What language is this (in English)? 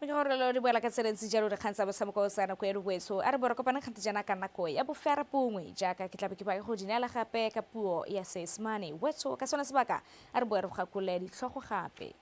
Tswana